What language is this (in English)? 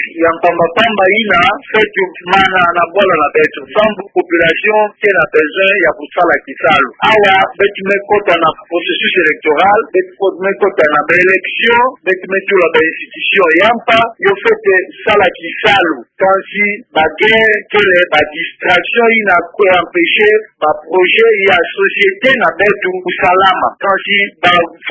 Kituba (Democratic Republic of Congo)